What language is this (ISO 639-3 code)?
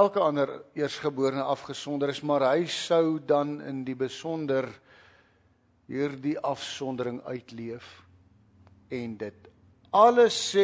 afr